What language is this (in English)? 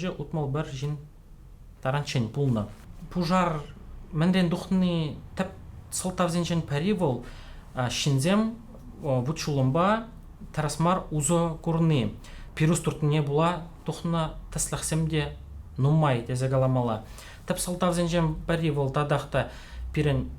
Chuvash